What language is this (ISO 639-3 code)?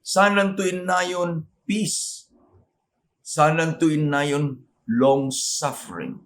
ilo